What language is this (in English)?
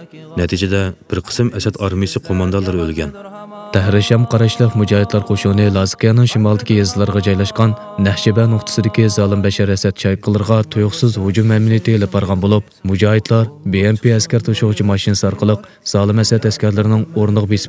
Uyghur